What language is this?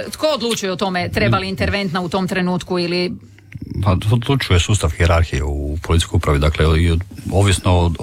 Croatian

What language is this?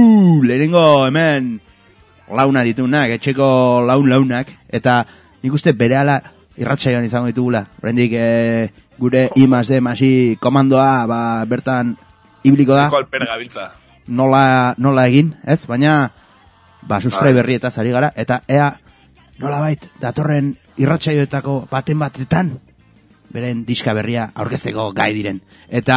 Basque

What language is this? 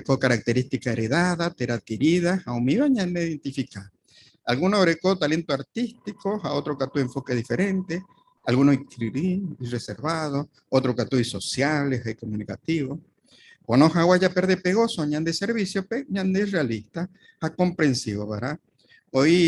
Guarani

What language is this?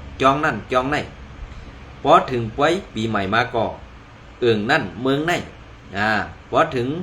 Shan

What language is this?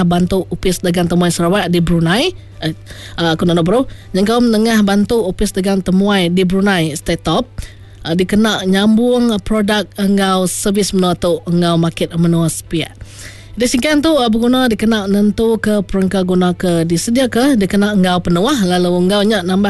Iban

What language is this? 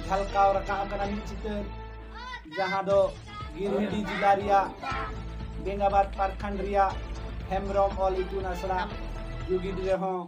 Santali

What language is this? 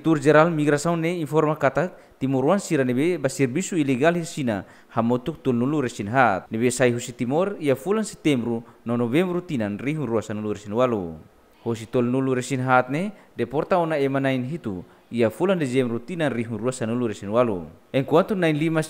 Tetum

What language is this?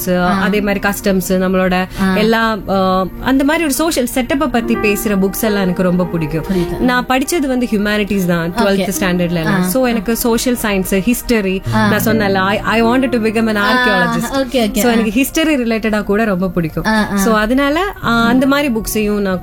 Tamil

